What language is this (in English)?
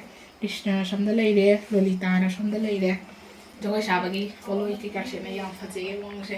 Manipuri